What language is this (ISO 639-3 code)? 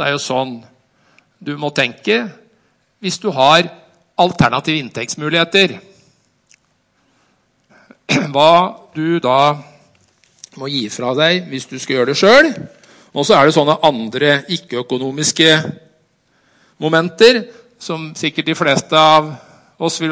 nor